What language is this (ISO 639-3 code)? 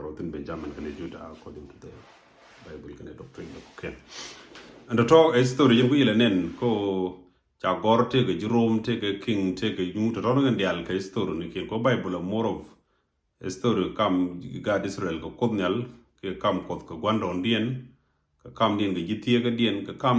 nus